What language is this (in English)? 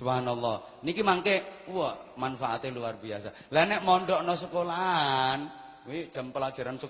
Javanese